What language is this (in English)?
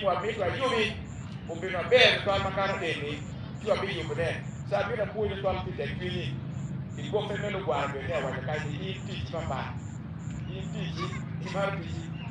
Acoli